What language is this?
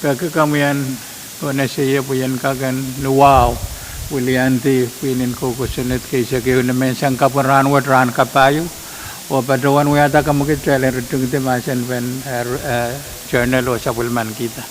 Pohnpeian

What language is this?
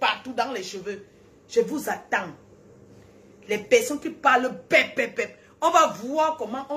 French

